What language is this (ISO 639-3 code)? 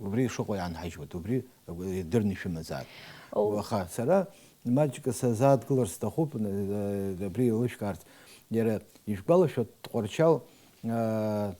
abk